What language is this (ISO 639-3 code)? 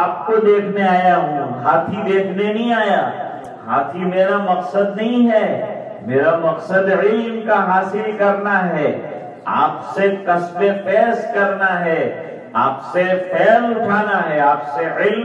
urd